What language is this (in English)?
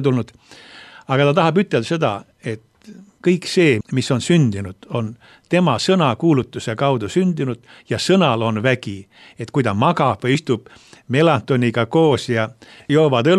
Estonian